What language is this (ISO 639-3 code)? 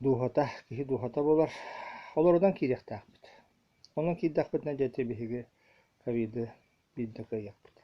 sah